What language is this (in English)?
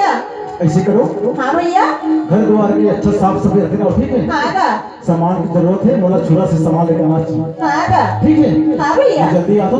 Chhattisgarhi